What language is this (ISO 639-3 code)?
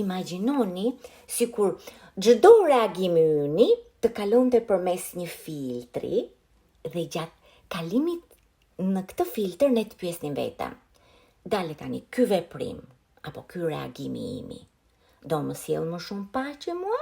sqi